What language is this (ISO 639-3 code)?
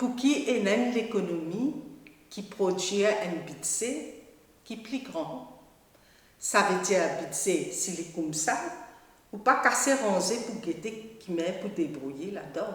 mfe